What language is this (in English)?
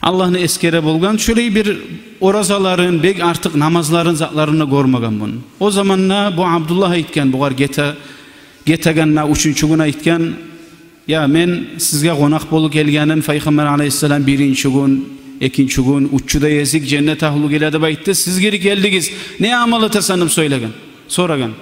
Kumyk